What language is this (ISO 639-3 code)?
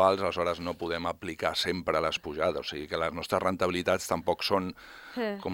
cat